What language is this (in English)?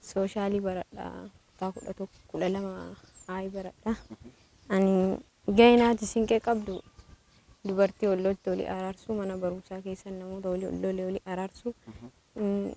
Oromo